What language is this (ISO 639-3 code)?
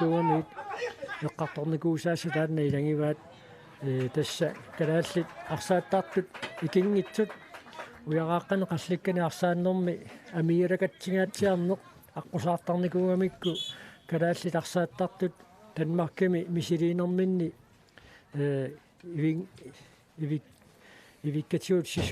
kal